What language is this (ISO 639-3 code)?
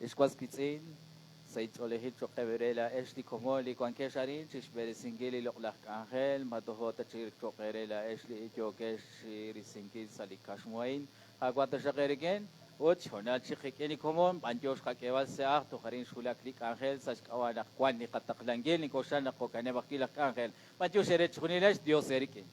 kek